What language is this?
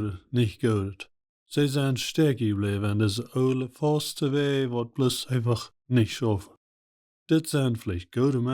Plautdietsch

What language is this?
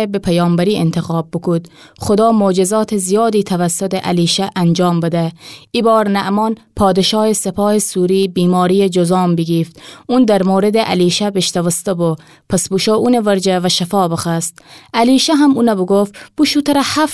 Gilaki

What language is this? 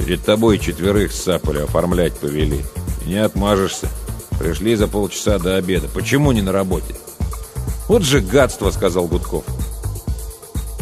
Russian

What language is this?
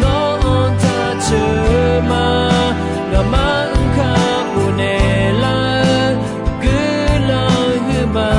Akha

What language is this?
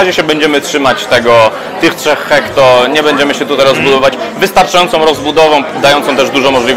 Polish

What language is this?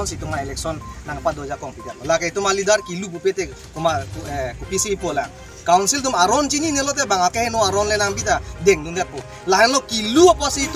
Karbi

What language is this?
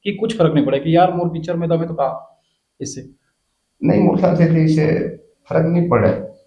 Chhattisgarhi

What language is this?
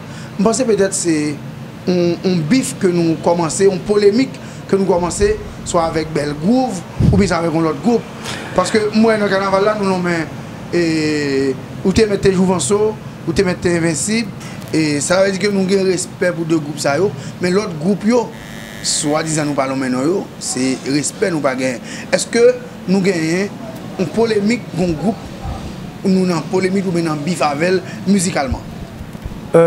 Haitian Creole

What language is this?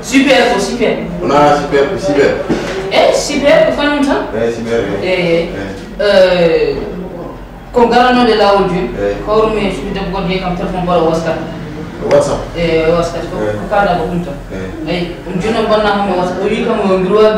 Fula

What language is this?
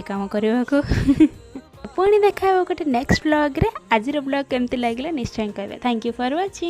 Odia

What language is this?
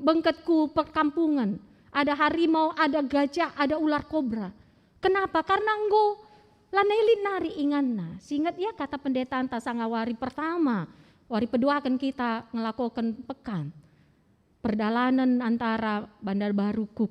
Batak Karo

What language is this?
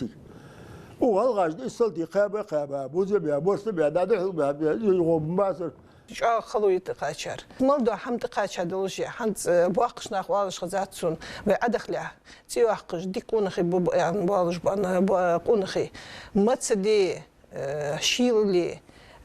Ingush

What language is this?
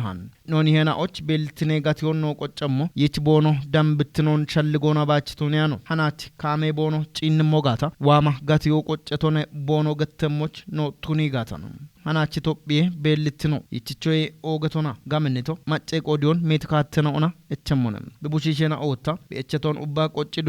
Kafa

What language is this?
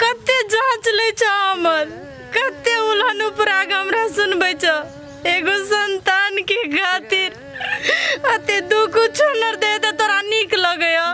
Maithili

